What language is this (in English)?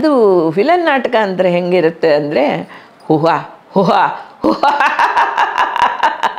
Kannada